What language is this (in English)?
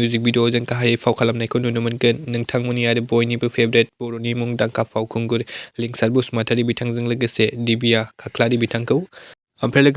Bodo